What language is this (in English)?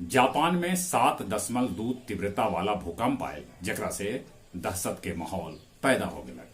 Magahi